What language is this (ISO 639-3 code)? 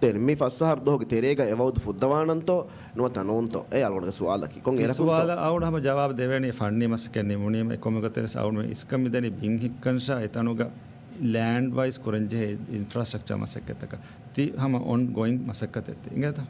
div